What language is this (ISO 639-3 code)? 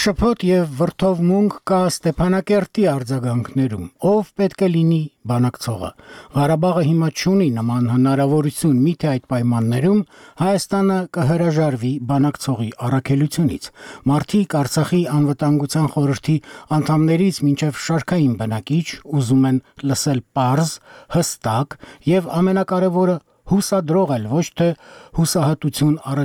hye